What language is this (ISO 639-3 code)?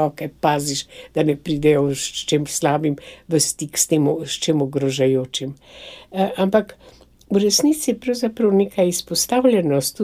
slv